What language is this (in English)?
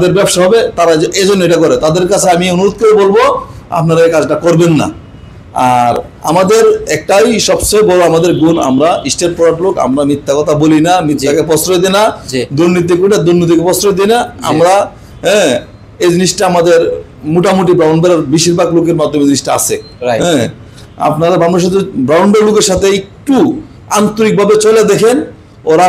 Bangla